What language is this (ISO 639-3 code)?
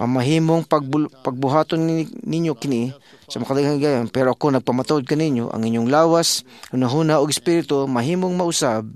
ceb